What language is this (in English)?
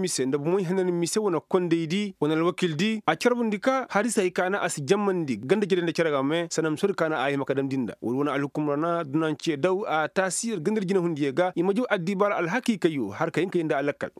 Koyraboro Senni